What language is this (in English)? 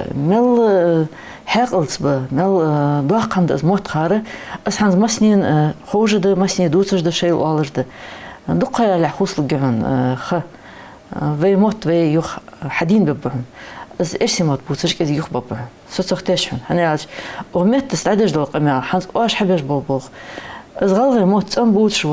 Ingush